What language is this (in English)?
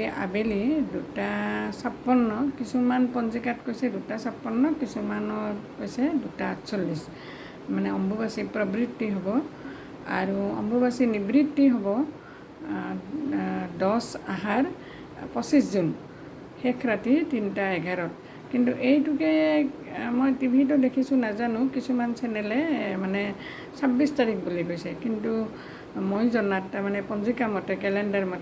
Assamese